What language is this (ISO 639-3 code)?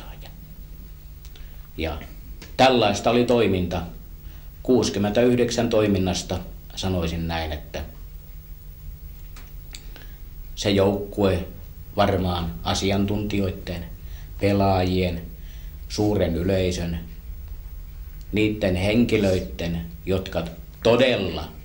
fin